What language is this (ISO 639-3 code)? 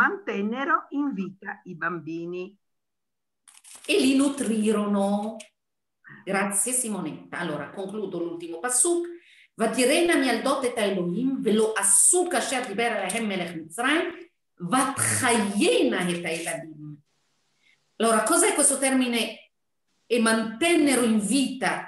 ita